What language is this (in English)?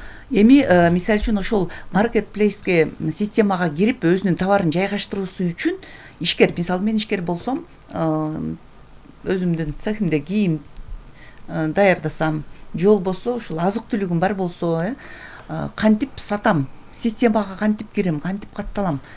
Kyrgyz